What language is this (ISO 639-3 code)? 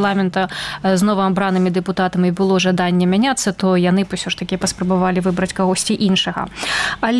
bel